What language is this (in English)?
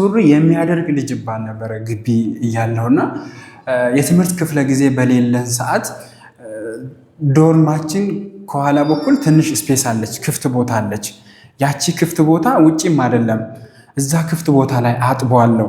Amharic